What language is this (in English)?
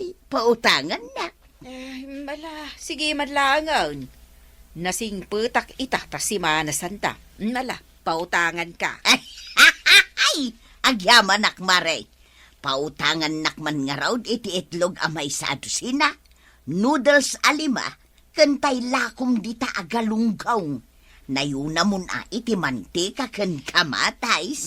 Iloko